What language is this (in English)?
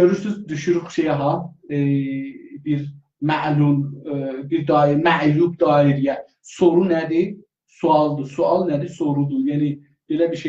South Azerbaijani